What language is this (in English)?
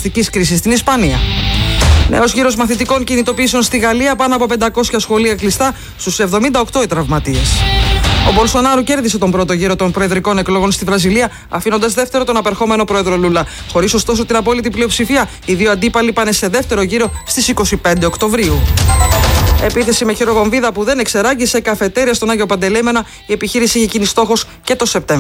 Greek